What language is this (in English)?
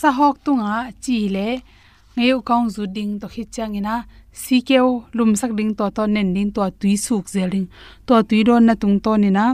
Tedim Chin